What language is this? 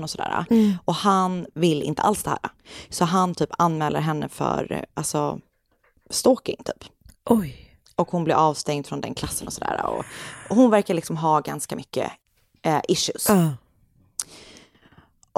Swedish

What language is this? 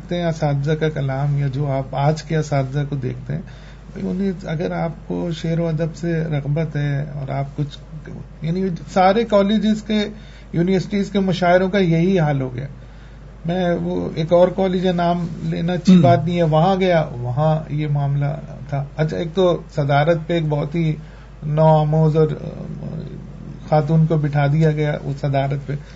Urdu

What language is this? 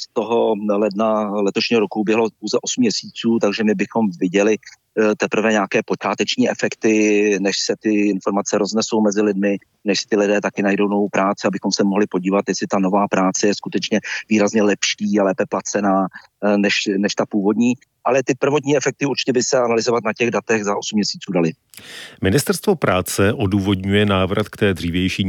Czech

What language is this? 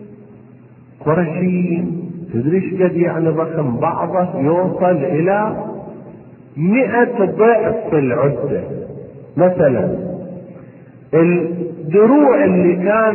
Arabic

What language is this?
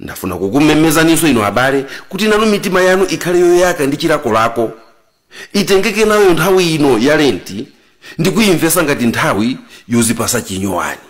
Nyanja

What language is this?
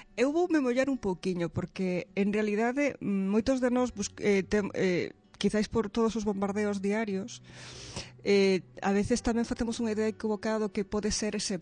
Galician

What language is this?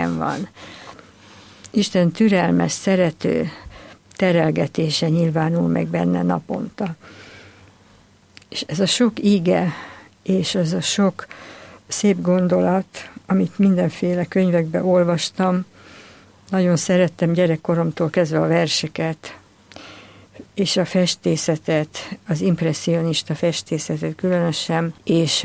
Hungarian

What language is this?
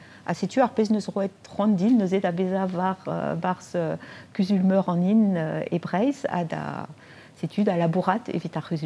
Breton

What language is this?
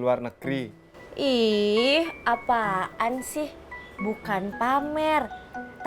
Betawi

